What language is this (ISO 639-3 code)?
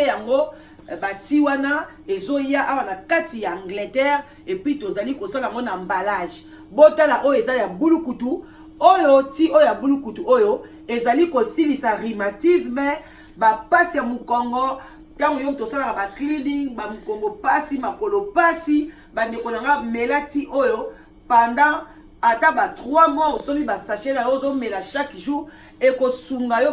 lin